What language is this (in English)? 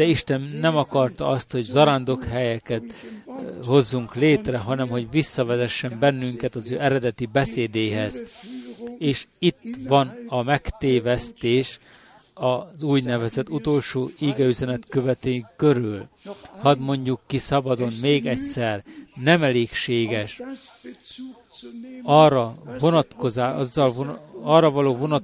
Hungarian